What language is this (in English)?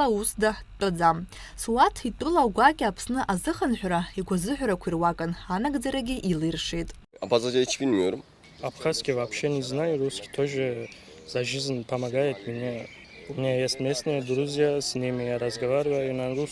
Abkhazian